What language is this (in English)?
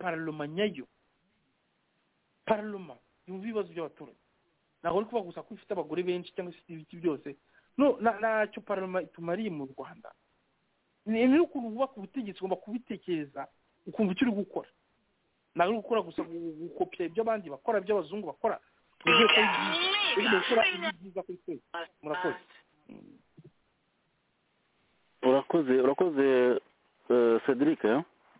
Kinyarwanda